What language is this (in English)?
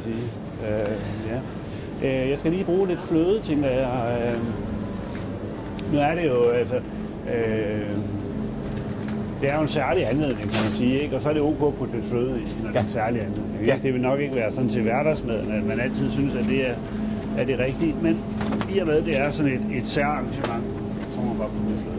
Danish